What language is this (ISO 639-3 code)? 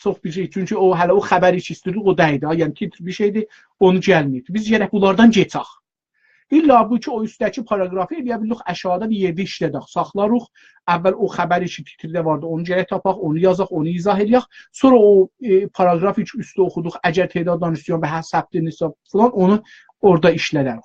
azb